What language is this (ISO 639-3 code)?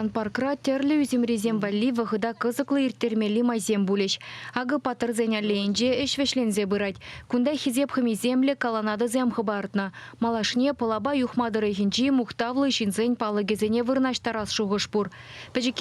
chv